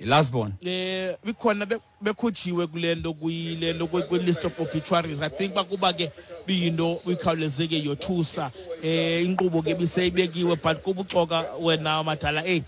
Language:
Xhosa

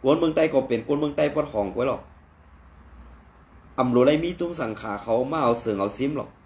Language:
Shan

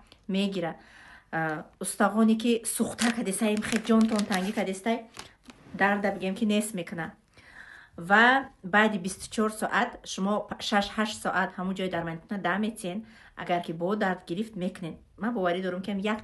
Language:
Tajik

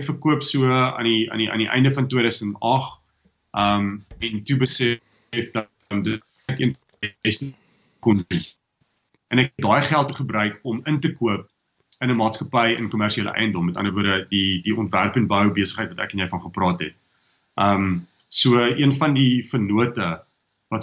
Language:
Afrikaans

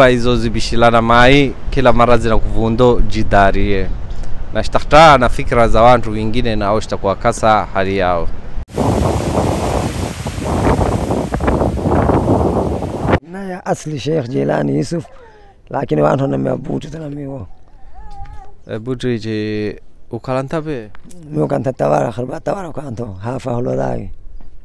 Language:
Swahili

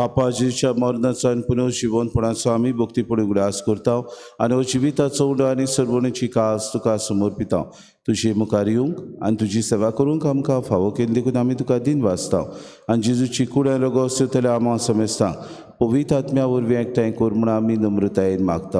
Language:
Konkani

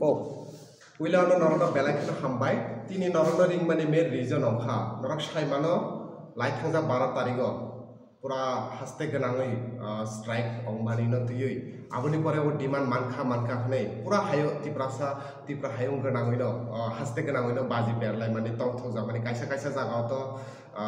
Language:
Kok Borok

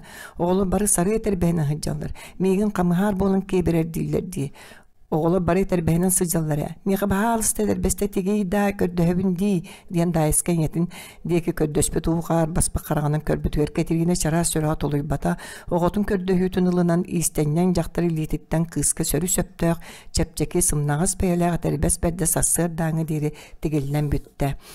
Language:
Yakut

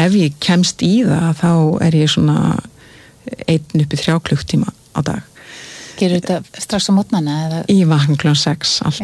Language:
Icelandic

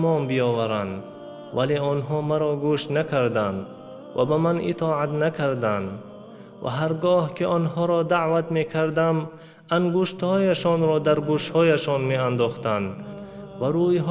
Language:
Tajik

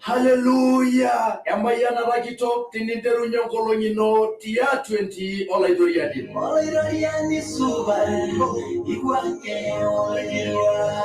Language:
Masai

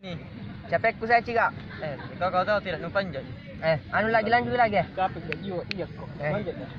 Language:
Makassar Malay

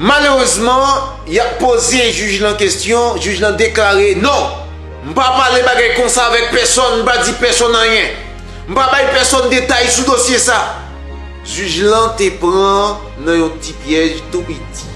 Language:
Haitian Creole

